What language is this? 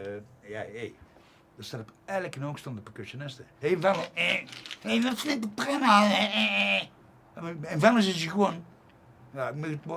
Limburgish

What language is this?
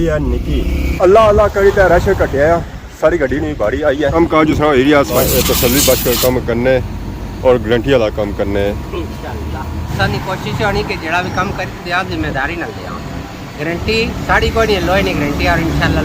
Pahari-Potwari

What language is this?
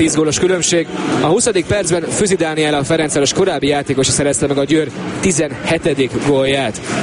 Hungarian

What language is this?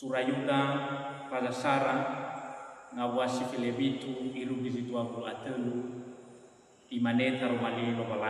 Nias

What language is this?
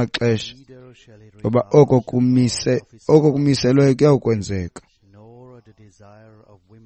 Xhosa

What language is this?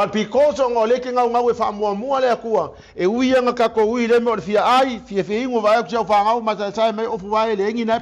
Samoan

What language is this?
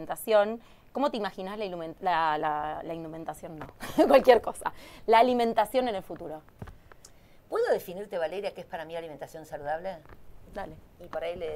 Spanish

